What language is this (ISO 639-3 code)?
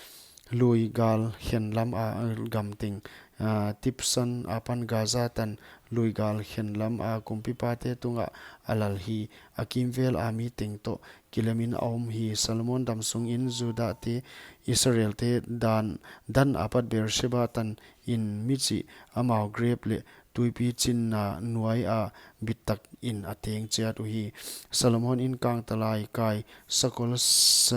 pck